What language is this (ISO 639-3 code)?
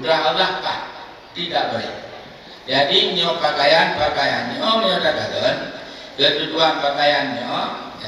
ace